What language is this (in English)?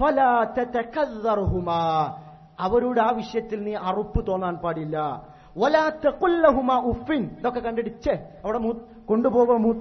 Malayalam